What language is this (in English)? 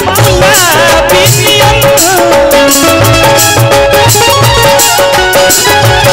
Bhojpuri